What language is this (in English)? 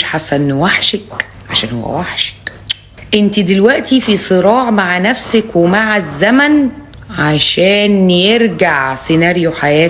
Egyptian Arabic